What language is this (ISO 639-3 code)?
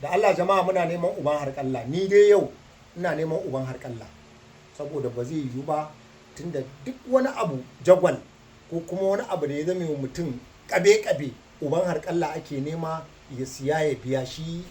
hau